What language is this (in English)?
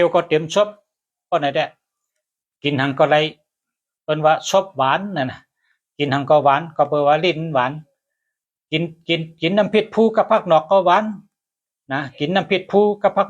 Shan